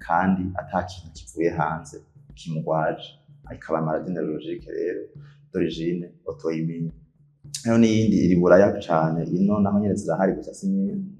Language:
Rundi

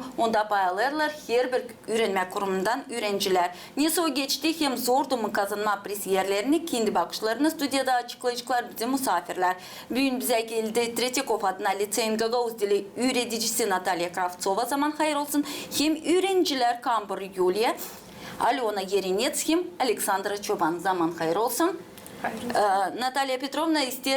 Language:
Gagauz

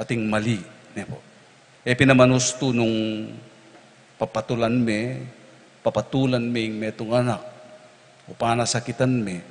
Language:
Pampanga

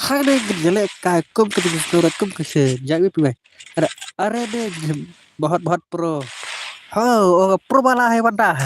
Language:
Khasi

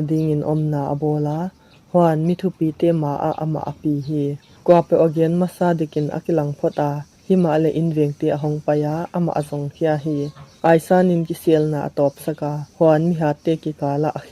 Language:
Tedim Chin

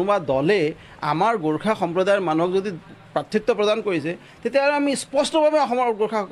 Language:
Assamese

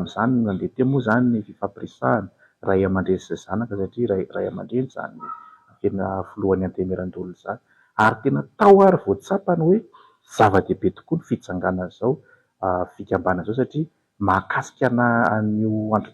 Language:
Malagasy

